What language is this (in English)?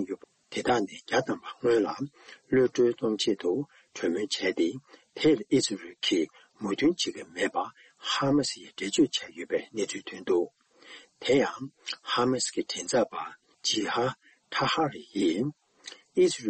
Tibetan